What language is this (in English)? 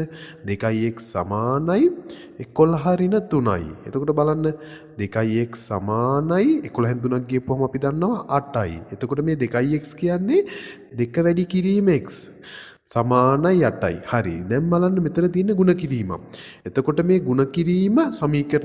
Sinhala